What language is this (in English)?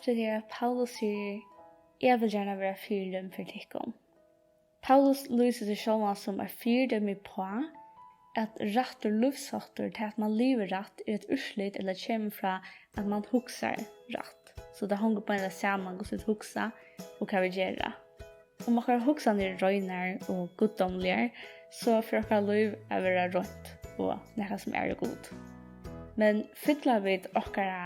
Faroese